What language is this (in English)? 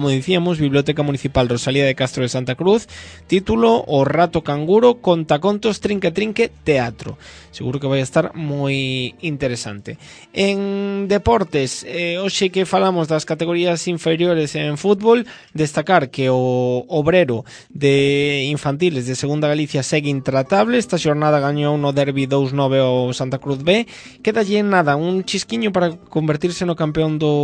Galician